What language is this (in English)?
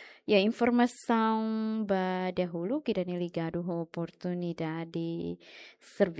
Tetum